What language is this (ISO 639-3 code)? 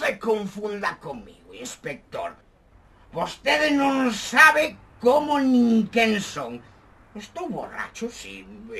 glg